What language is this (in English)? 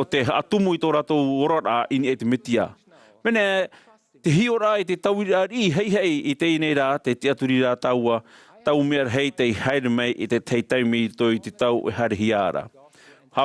Tahitian